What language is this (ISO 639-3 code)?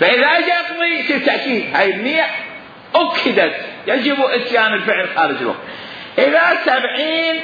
acm